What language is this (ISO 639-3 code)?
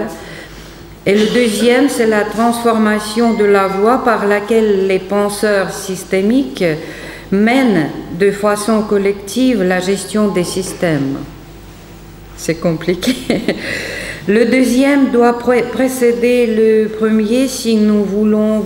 fra